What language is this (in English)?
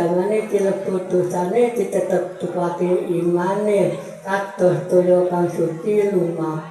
Javanese